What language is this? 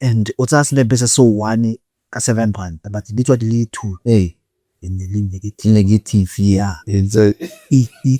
Tswana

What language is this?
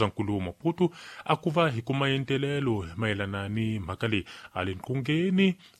Tsonga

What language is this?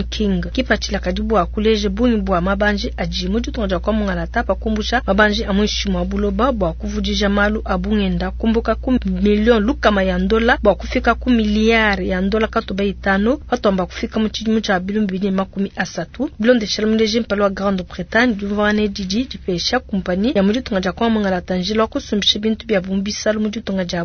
Luba-Lulua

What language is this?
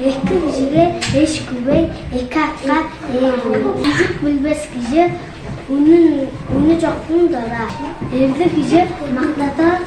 Tuvinian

